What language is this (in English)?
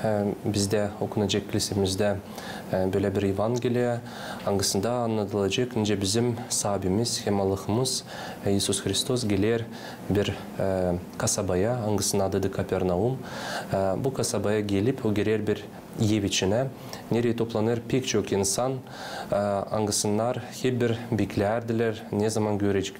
Gagauz